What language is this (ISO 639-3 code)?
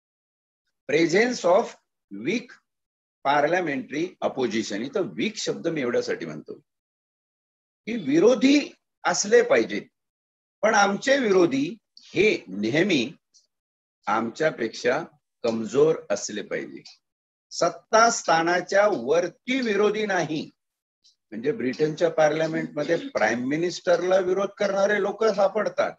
mar